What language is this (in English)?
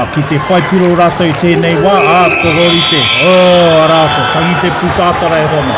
Māori